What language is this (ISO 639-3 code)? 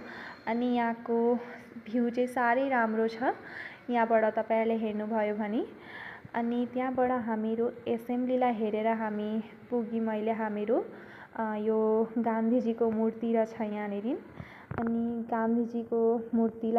nep